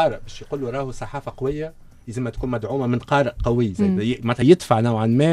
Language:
Tunisian Arabic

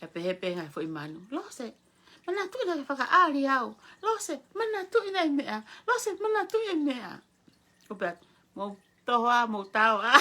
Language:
Tongan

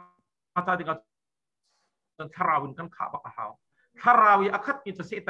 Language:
Thai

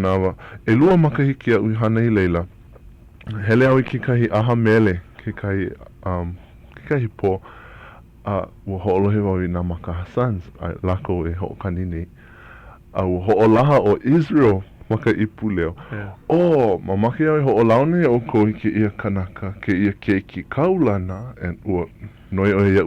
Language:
Hawaiian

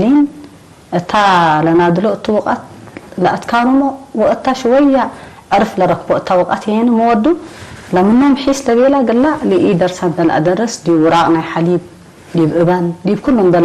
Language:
Tigre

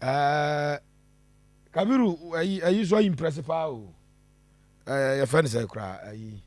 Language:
Akan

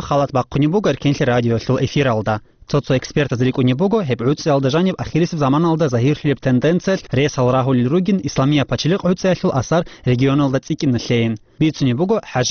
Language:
Avaric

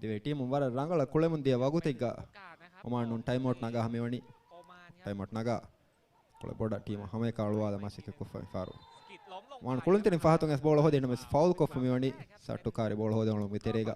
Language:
Divehi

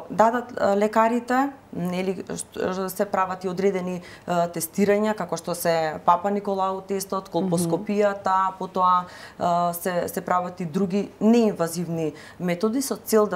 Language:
Macedonian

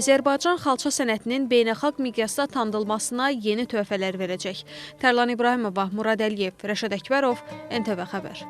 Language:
Azerbaijani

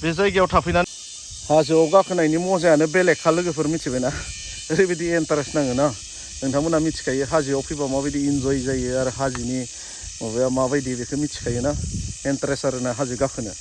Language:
Bodo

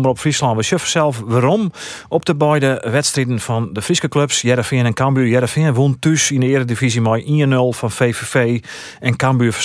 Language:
Western Frisian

